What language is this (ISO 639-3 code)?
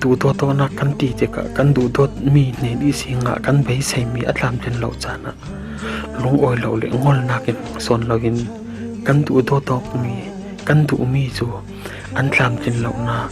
cfm